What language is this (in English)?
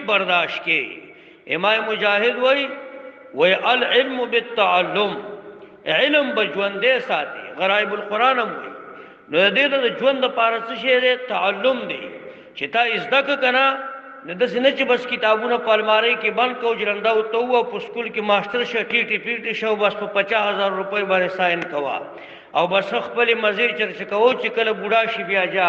Pashto